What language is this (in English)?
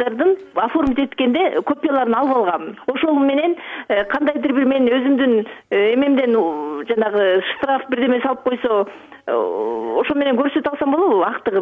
Kyrgyz